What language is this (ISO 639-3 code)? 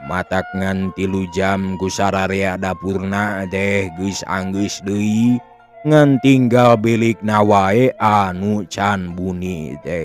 sun